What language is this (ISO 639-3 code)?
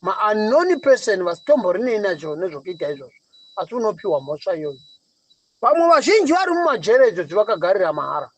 sna